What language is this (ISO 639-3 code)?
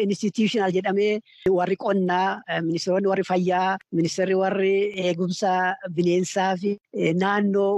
orm